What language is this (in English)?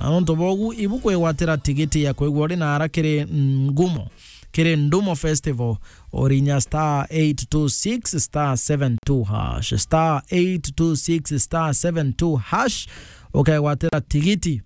Meru